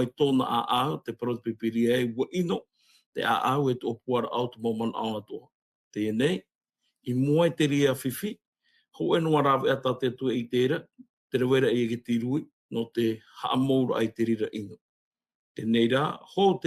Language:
Tahitian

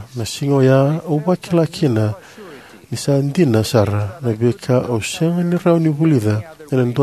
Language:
Fijian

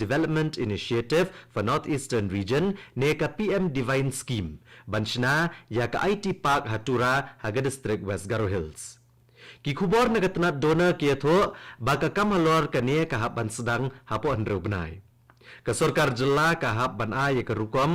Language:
Khasi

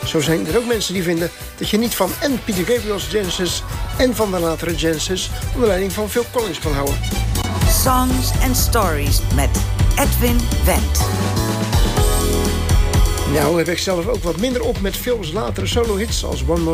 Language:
Dutch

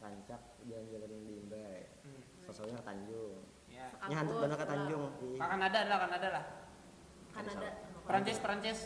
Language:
Banjar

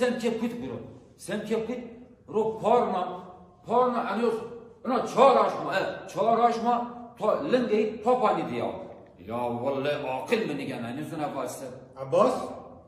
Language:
Zaza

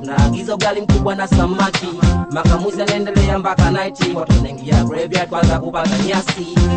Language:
Swahili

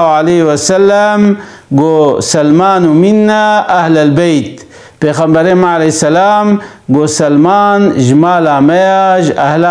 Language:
Kurdish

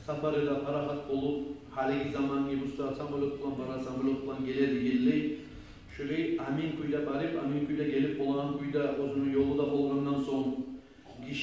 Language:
Kumyk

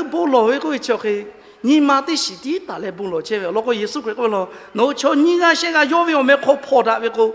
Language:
Lahu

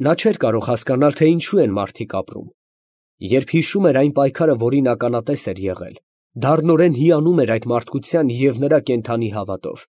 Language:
Armenian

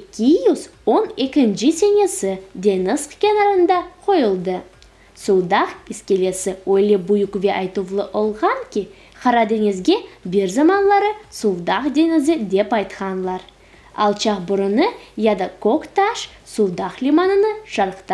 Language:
Crimean Tatar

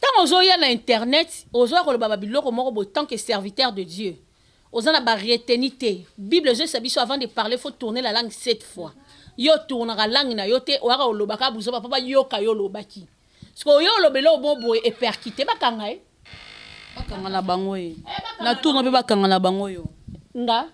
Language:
Lingala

